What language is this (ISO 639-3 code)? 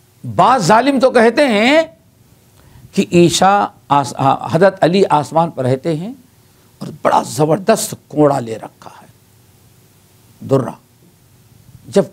urd